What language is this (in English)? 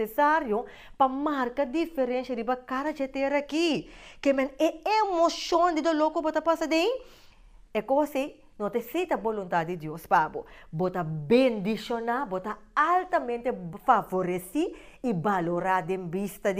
Papiamento